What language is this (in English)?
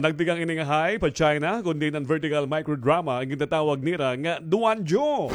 Waray